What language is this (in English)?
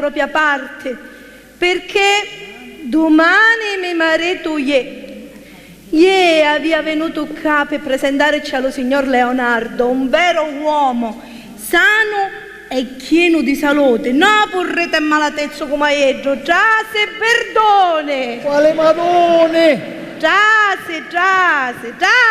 Sicilian